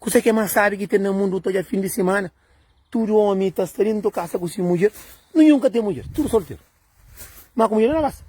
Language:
Kabuverdianu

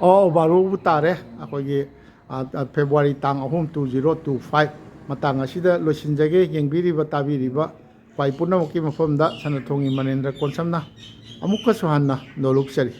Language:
Manipuri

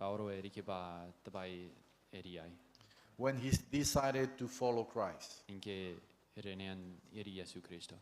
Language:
Gilbertese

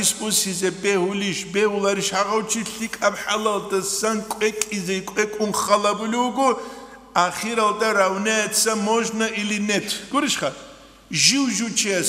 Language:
Avaric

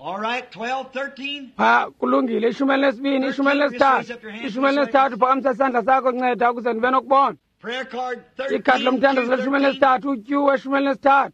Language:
Xhosa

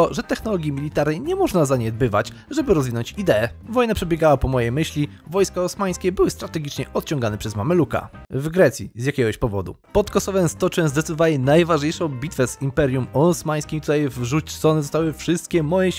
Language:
Polish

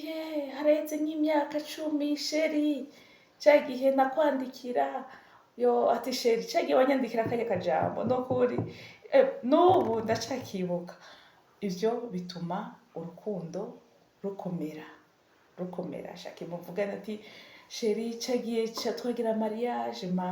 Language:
Rundi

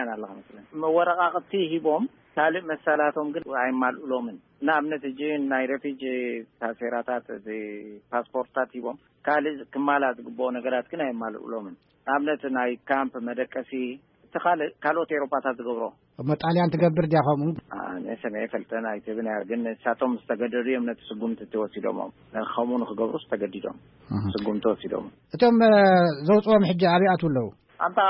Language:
Tigrinya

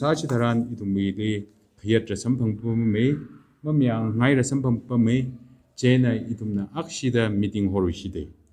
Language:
Tangkhul Naga (India)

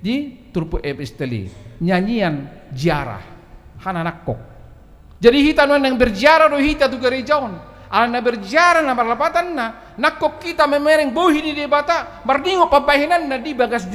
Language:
Batak Toba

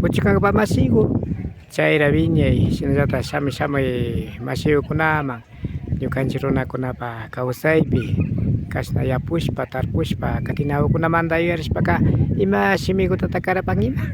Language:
Imbabura Highland Quichua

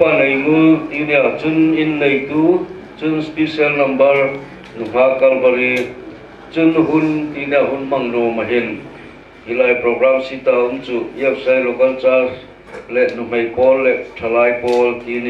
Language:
Hmar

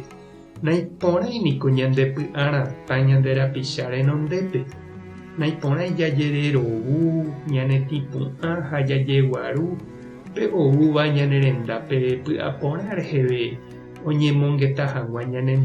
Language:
Guarani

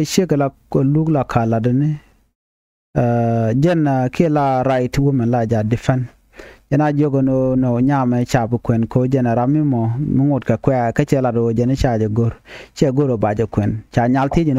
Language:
Nuer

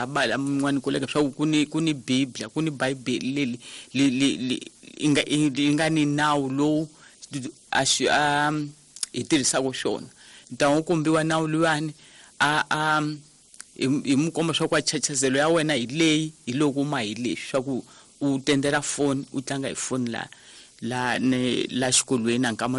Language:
Tsonga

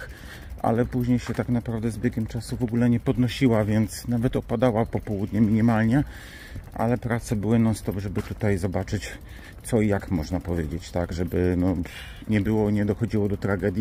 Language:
Polish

